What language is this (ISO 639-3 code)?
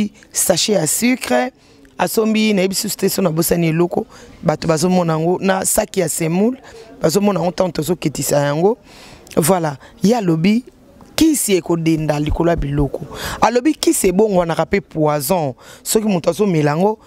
lin